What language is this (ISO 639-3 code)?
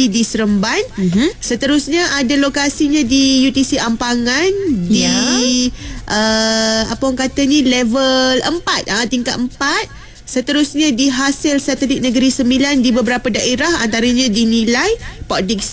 msa